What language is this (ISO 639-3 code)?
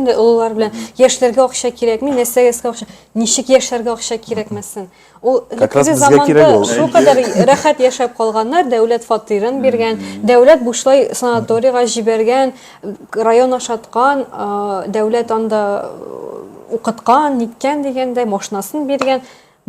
tat